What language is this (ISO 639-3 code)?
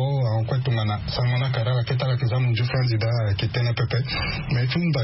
sag